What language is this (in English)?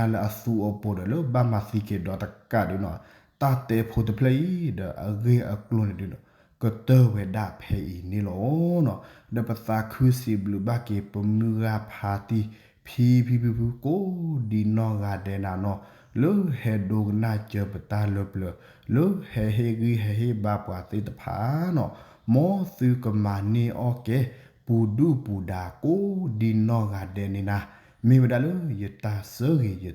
S'gaw Karen